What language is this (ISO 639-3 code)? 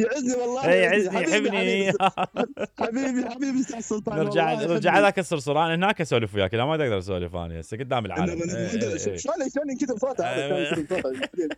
acm